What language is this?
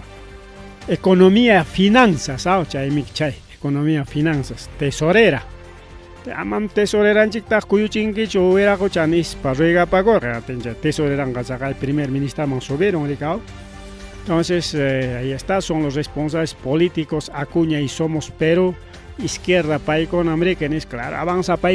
Ayacucho Quechua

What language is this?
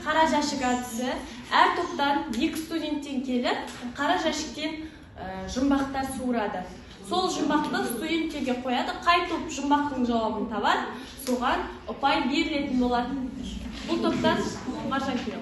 Kazakh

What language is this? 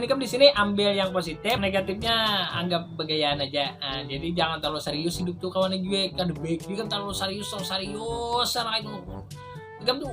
Banjar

